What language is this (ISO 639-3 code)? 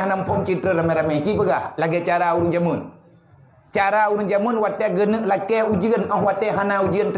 ace